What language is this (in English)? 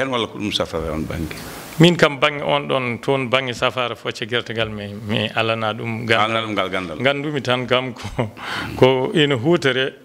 Fula